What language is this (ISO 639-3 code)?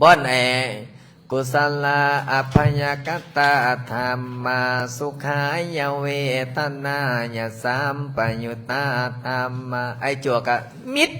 lao